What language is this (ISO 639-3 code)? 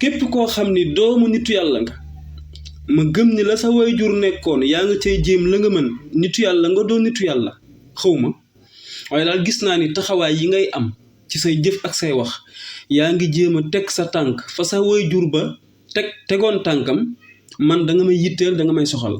wol